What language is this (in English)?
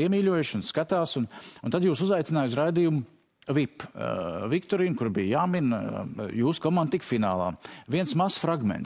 Latvian